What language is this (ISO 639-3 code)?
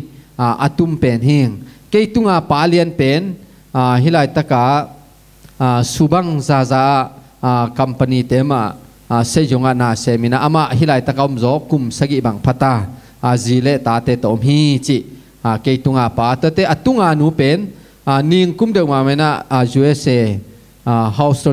ctd